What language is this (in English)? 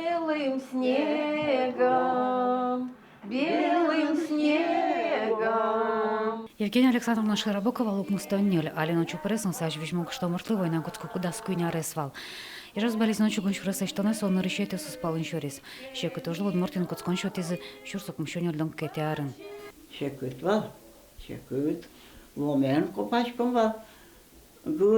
Udmurt